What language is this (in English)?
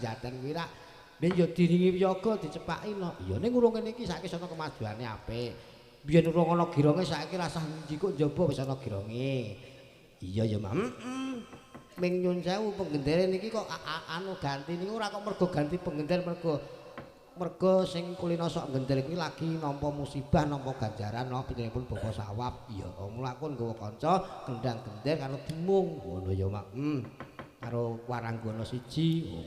Javanese